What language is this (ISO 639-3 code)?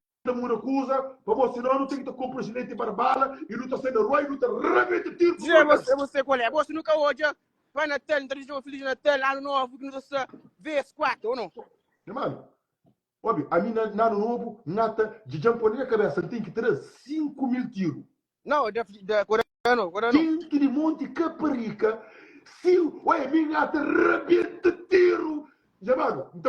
kea